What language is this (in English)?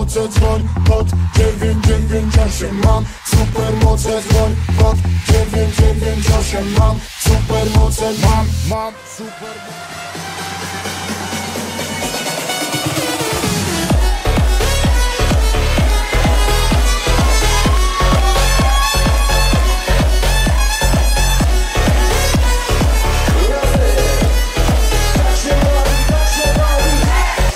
Polish